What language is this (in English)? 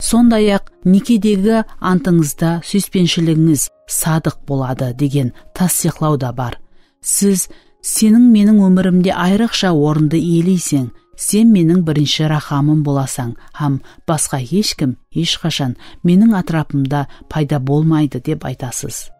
Kara-Kalpak